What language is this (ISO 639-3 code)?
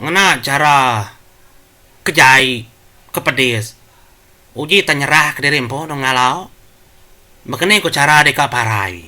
iba